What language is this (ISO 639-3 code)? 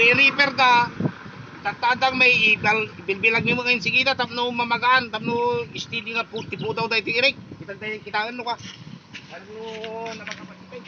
ilo